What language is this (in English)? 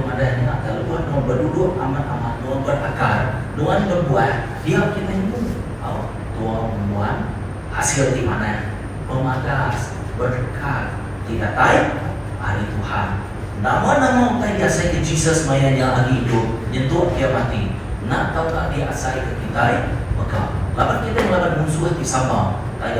Iban